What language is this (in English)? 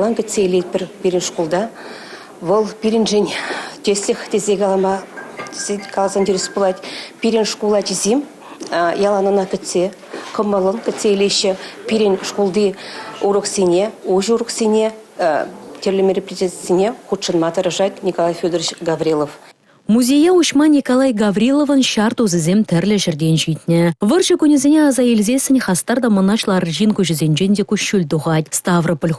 Chuvash